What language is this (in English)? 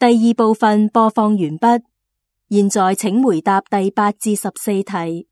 Cantonese